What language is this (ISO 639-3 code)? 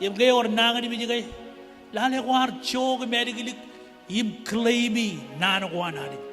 mah